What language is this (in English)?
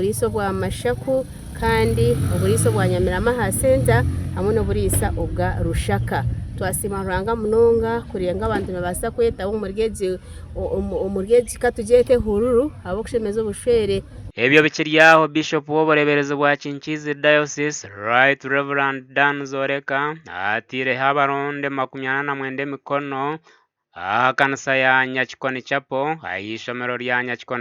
Nyankole